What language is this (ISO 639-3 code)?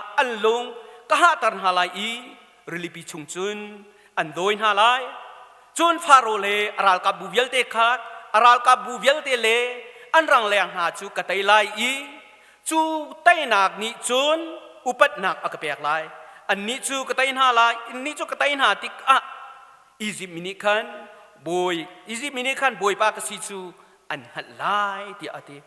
cnh